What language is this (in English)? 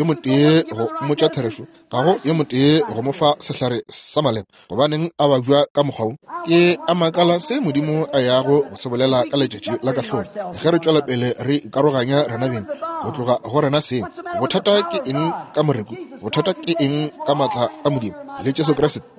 Northern Sotho